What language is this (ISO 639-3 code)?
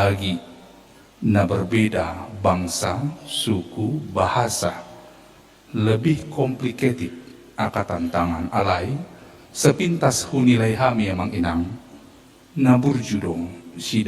bbc